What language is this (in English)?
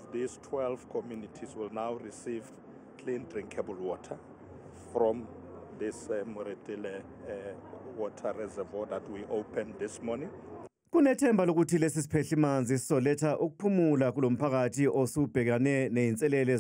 Zulu